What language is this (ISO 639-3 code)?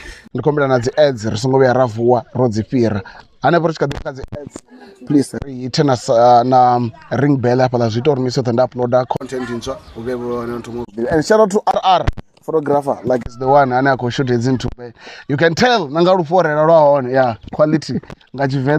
ven